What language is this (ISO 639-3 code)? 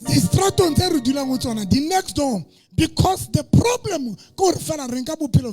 sot